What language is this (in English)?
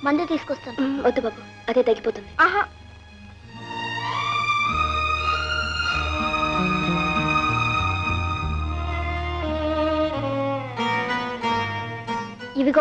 Telugu